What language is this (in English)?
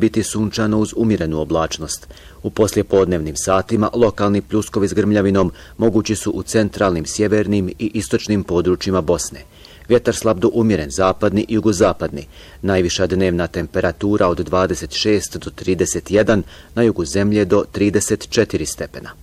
Bosnian